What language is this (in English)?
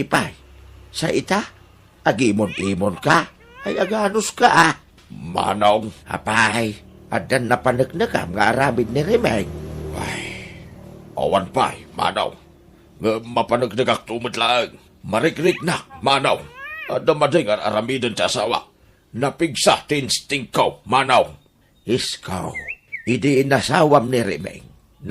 Iloko